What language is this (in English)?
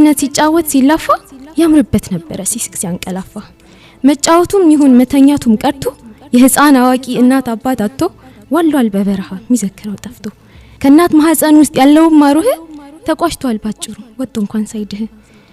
Amharic